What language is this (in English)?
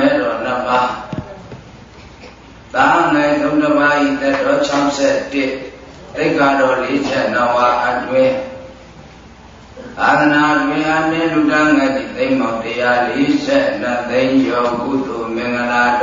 Burmese